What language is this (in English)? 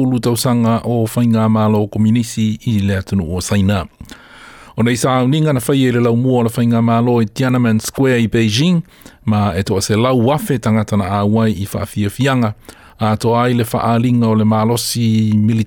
Samoan